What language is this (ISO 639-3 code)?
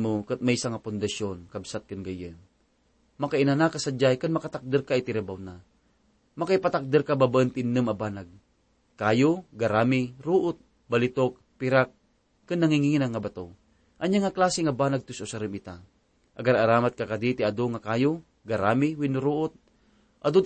ilo